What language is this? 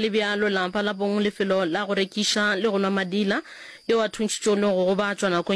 Northern Sotho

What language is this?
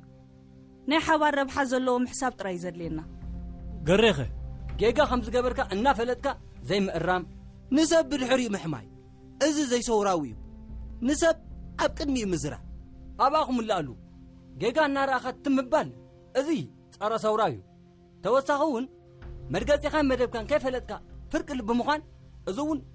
Tigrinya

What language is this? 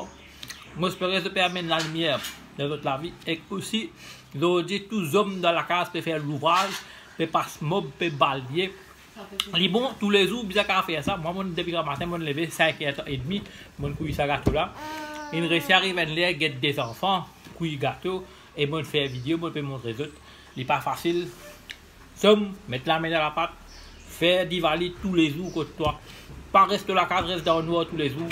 Morisyen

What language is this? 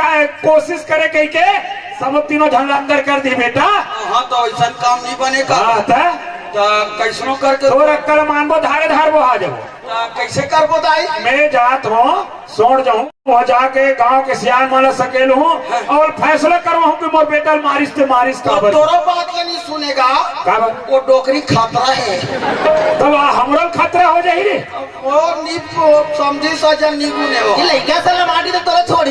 Chhattisgarhi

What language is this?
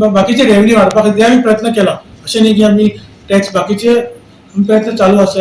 Konkani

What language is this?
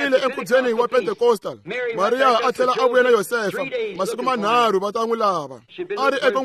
Tsonga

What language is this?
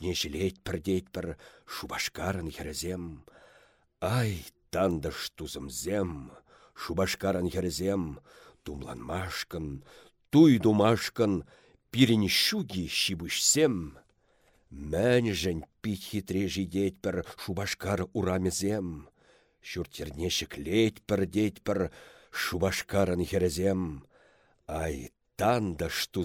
Chuvash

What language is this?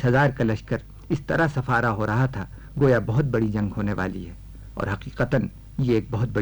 Urdu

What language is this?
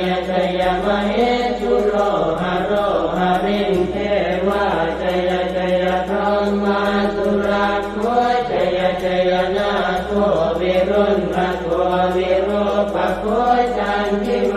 Pali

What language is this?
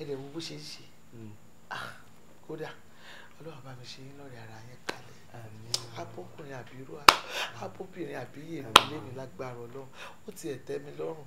Yoruba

